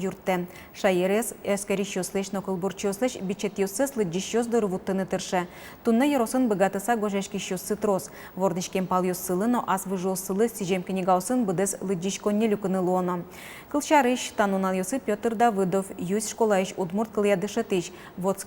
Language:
Udmurt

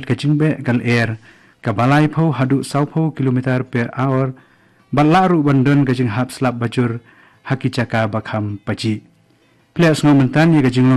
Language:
Khasi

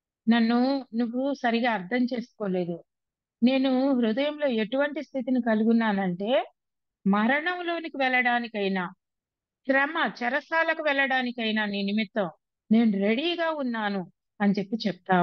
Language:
Telugu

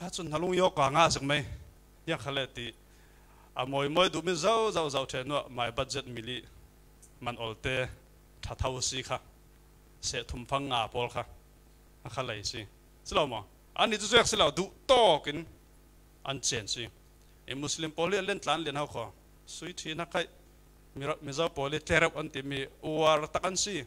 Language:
Falam Chin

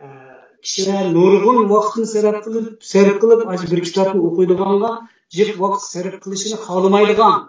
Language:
Uyghur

